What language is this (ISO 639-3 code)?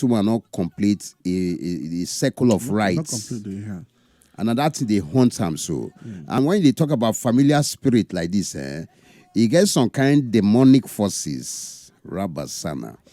pcm